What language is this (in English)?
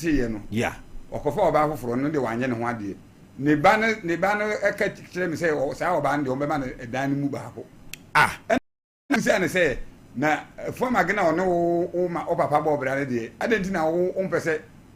Akan